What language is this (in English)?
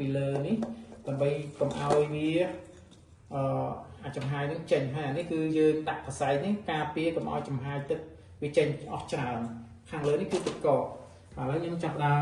Khmer